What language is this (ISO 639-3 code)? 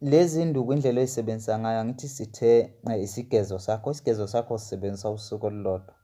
zul